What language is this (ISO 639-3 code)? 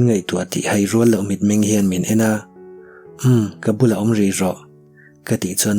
lus